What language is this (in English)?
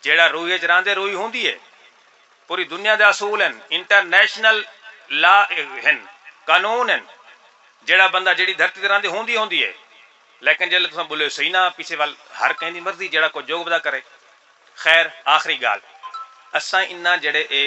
Saraiki